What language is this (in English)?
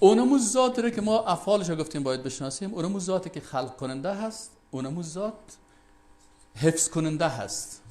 Persian